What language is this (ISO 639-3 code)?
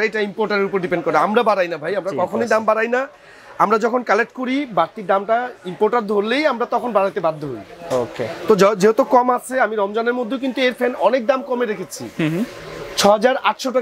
ben